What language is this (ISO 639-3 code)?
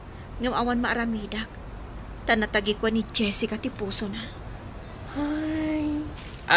ilo